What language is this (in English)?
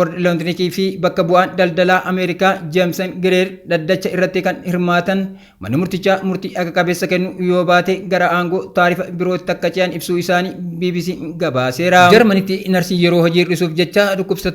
Oromo